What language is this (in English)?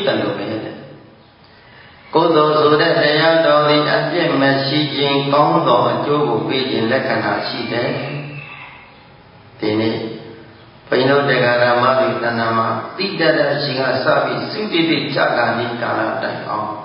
Burmese